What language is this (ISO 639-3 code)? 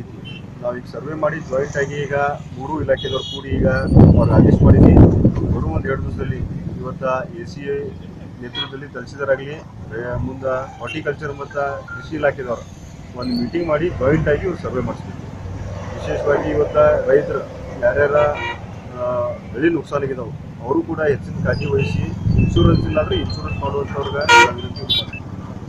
kan